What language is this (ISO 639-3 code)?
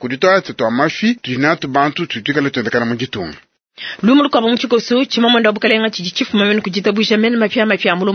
lua